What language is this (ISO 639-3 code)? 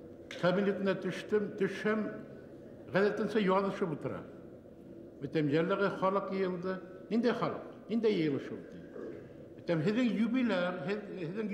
bak